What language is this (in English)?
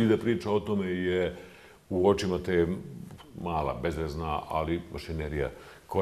Bosnian